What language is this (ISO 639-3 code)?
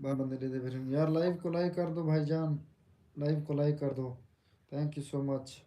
skr